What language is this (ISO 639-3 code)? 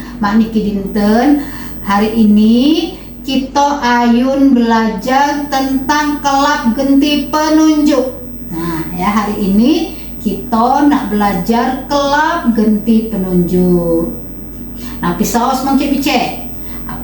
mui